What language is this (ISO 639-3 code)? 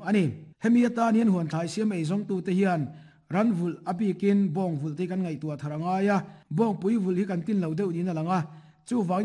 lus